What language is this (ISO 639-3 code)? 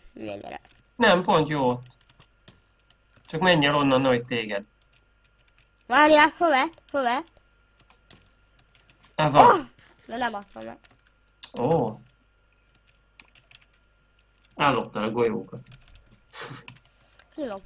hun